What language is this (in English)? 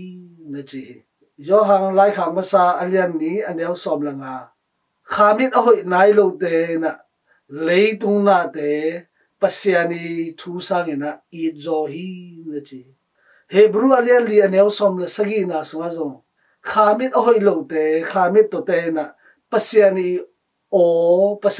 Tedim Chin